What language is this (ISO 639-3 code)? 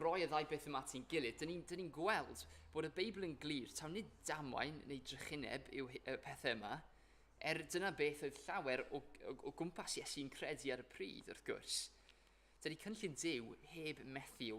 cym